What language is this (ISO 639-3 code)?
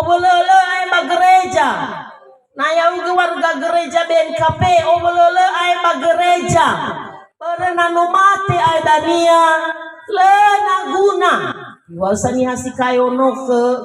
nia